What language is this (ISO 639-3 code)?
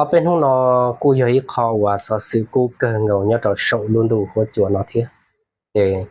hmn